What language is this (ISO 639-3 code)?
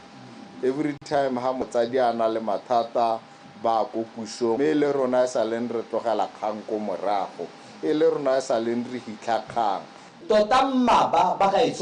tsn